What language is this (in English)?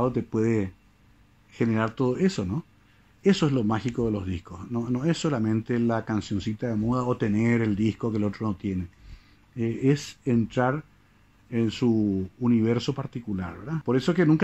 Spanish